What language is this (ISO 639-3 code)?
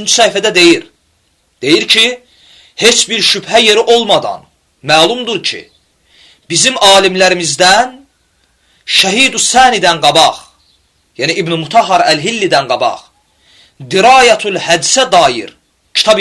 aze